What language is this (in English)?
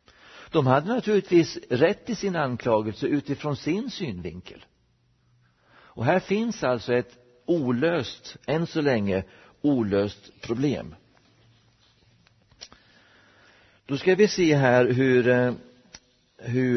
Swedish